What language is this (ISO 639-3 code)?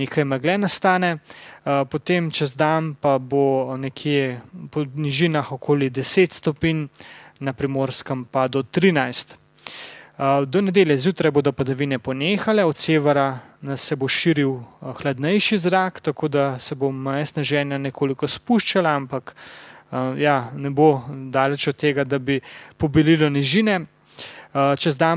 slv